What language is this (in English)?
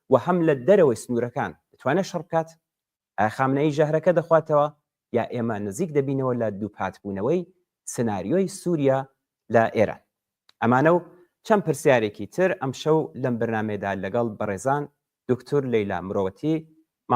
Central Kurdish